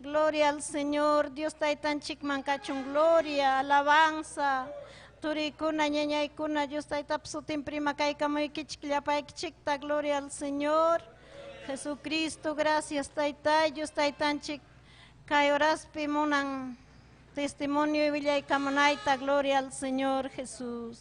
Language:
Ayacucho Quechua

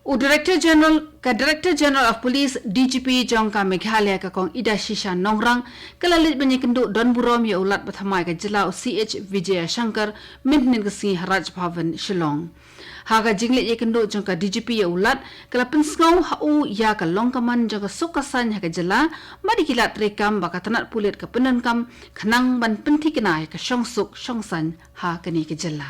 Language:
Khasi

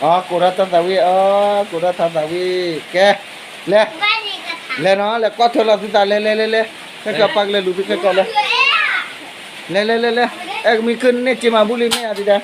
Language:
S'gaw Karen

